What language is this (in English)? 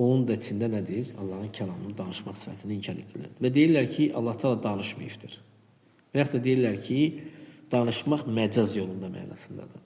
Azerbaijani